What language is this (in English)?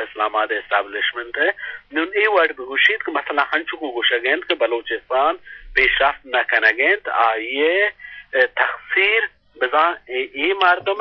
Eastern Balochi